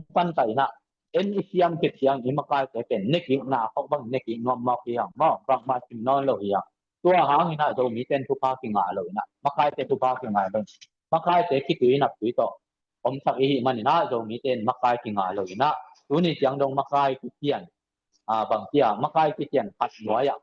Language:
Tedim Chin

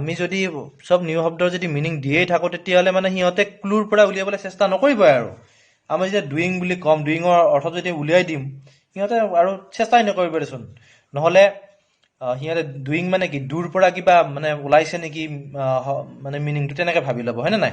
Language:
Assamese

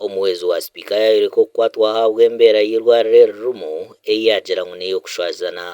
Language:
Nyankole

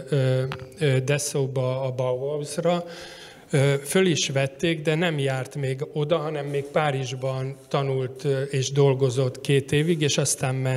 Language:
Hungarian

